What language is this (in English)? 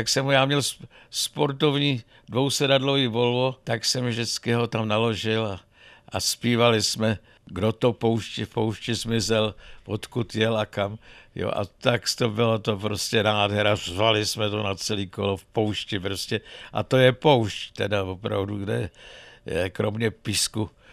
Czech